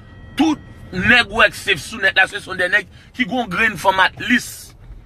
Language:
Haitian Creole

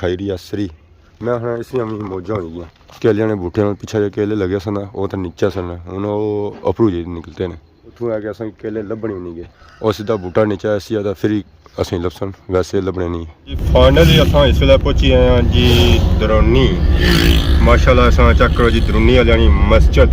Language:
Pahari-Potwari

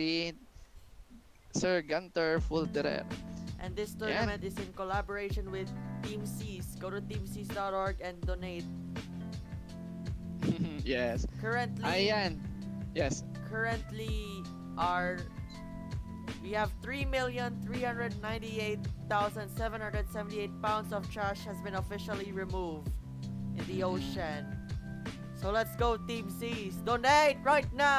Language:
Filipino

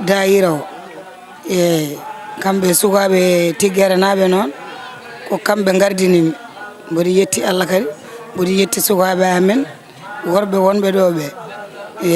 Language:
Fula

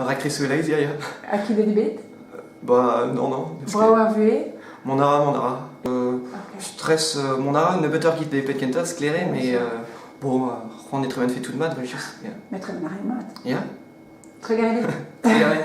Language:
Breton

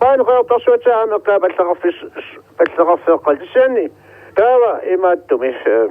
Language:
Kalaallisut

